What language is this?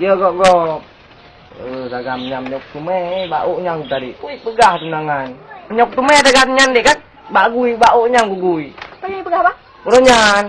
Achinese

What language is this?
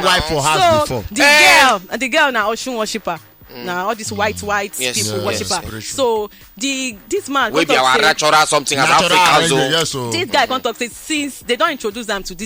Nigerian Pidgin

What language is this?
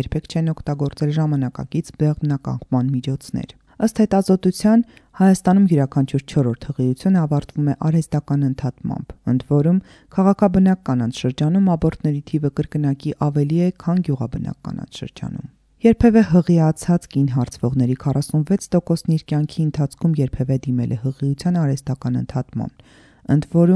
Armenian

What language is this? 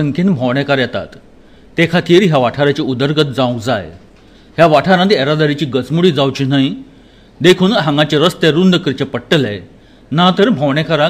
Konkani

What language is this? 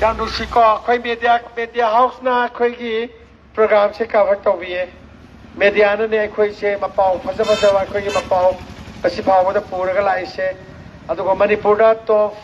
Manipuri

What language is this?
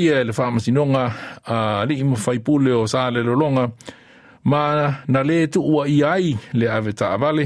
Samoan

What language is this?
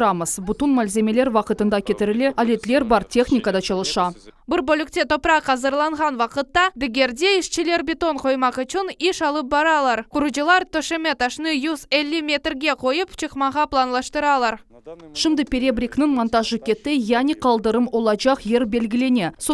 Crimean Tatar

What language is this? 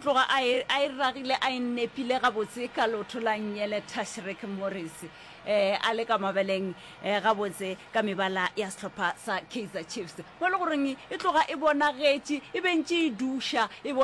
Northern Sotho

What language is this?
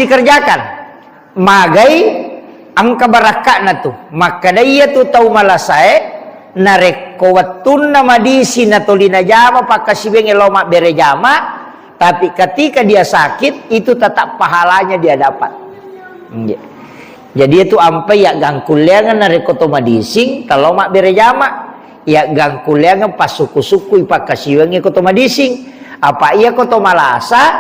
Buginese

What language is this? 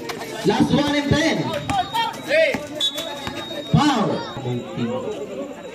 Filipino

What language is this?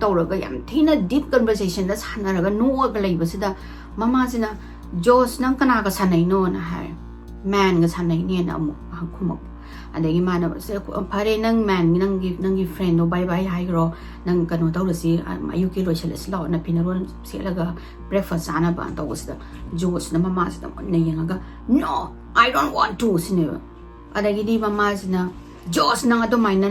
Manipuri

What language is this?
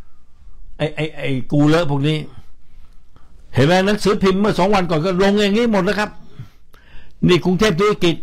Thai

